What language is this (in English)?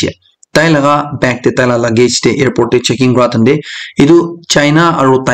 Naga Pidgin